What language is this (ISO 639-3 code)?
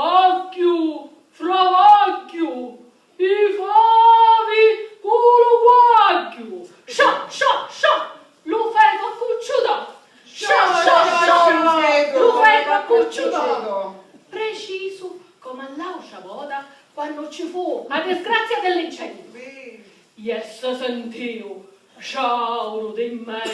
scn